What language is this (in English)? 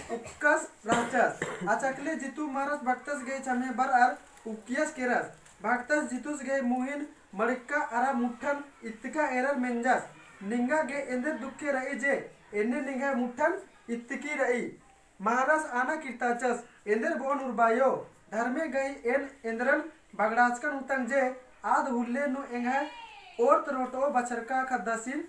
Kurukh